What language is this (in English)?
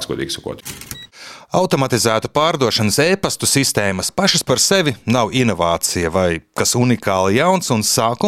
Latvian